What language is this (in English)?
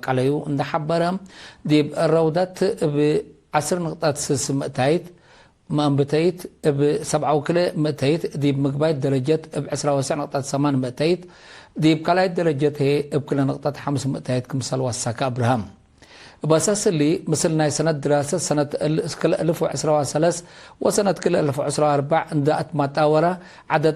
Tigre